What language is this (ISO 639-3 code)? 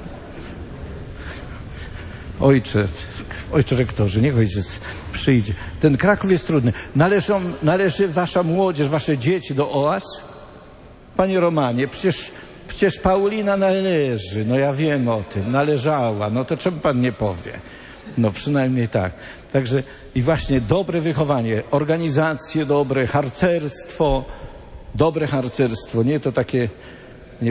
pol